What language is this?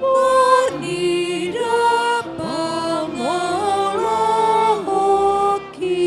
Batak Toba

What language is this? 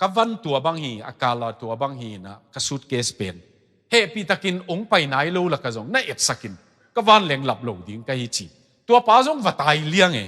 Tedim Chin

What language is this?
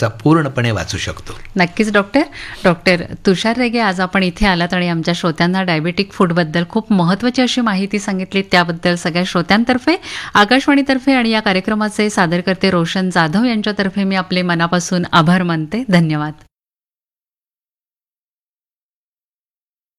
Marathi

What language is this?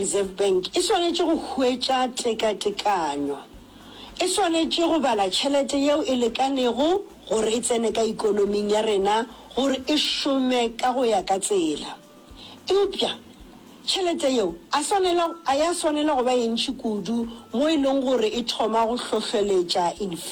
Northern Sotho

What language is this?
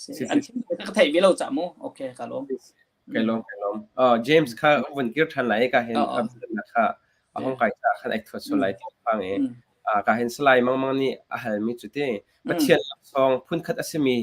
Hakha Chin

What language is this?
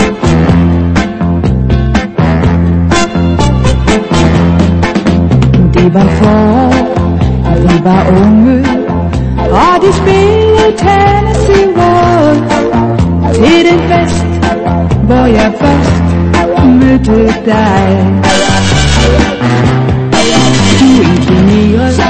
Danish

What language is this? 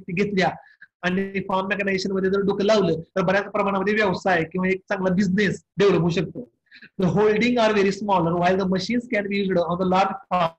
Marathi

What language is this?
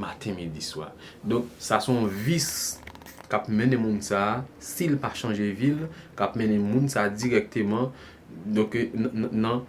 Haitian Creole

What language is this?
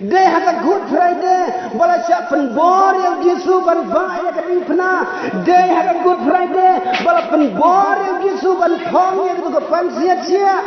Khasi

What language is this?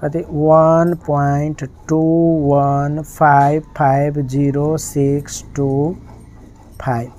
Nepali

